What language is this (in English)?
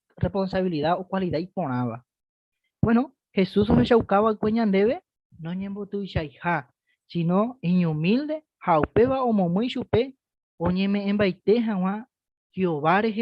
Guarani